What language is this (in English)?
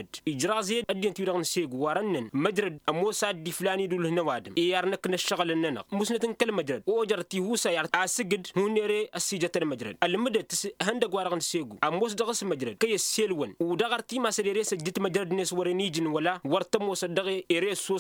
Tamasheq